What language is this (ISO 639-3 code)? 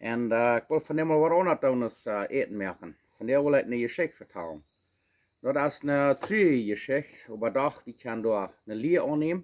pdt